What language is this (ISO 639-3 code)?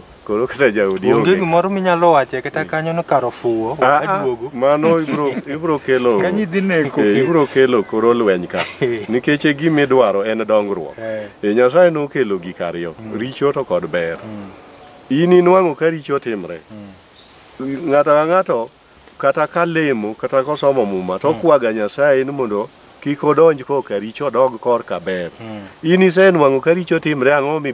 luo